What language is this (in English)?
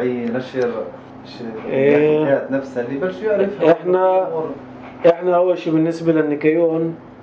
North Levantine Arabic